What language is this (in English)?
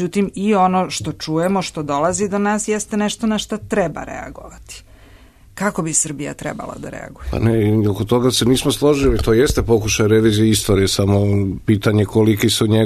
Serbian